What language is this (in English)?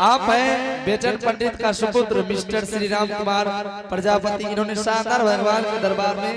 Angika